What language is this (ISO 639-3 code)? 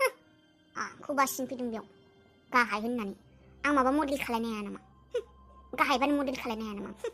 brx